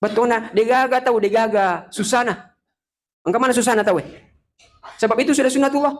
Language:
Buginese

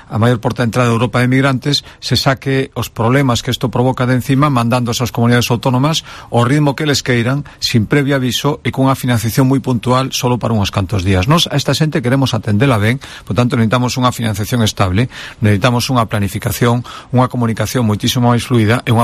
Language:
Galician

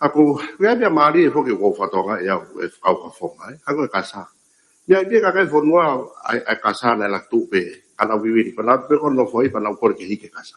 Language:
Tongan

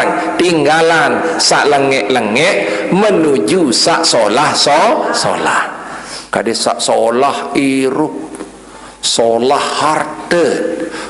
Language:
Sasak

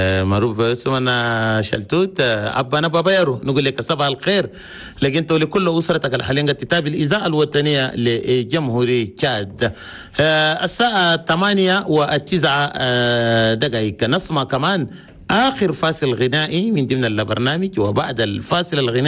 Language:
Chadian Arabic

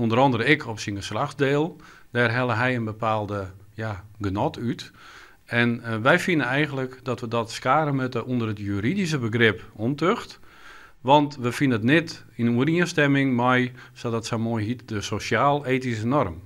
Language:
Western Frisian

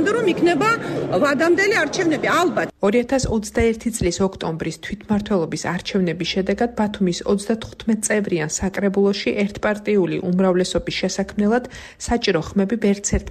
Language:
Georgian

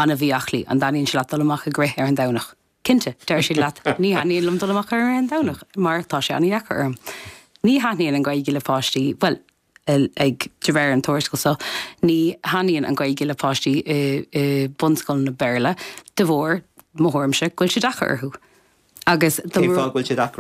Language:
Irish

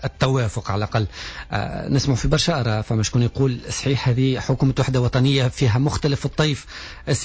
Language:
Tunisian Arabic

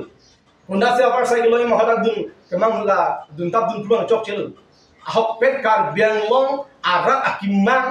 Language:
Karbi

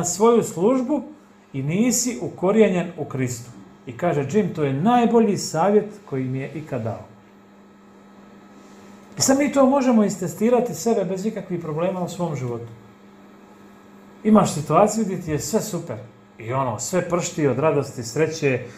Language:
Croatian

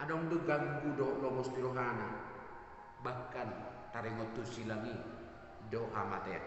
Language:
Batak Toba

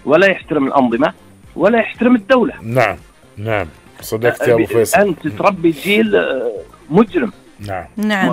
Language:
Gulf Arabic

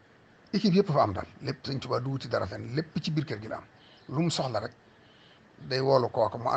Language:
Wolof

